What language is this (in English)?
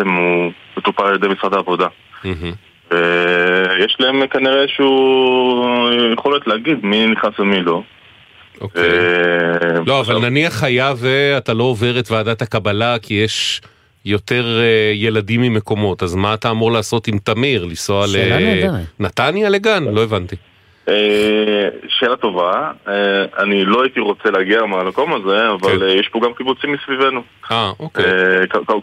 Hebrew